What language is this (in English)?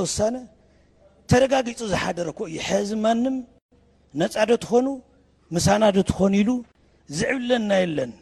Tigrinya